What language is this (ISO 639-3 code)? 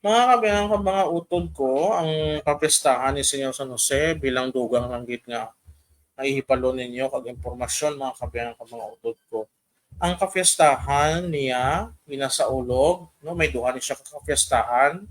hil